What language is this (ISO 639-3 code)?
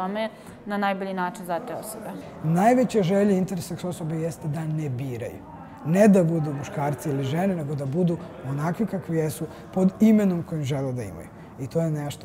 bos